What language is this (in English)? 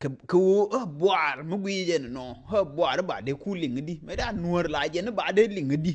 Nuer